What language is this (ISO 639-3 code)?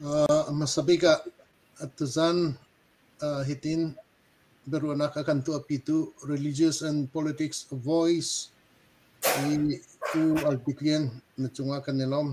cnh